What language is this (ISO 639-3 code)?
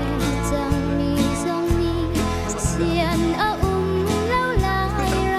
cnh